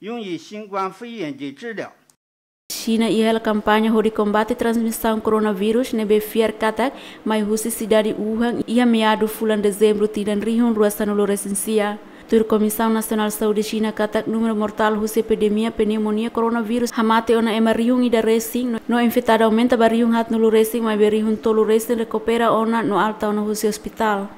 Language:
Tetum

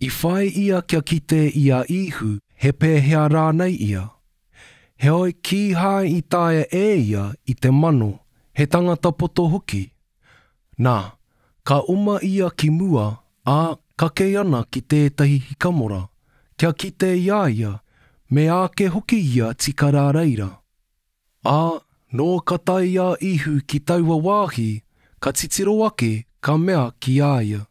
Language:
Māori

